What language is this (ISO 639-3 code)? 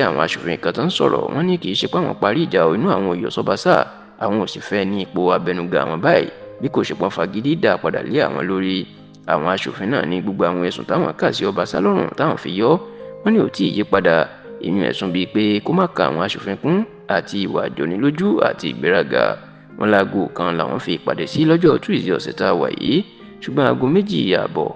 yor